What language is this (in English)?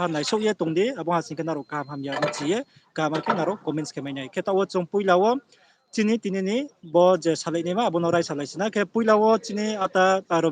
Riang (India)